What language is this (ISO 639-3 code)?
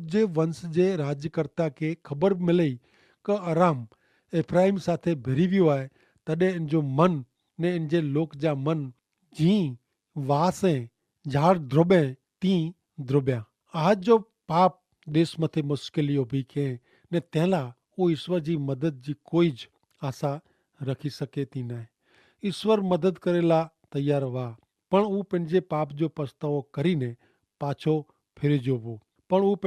kfr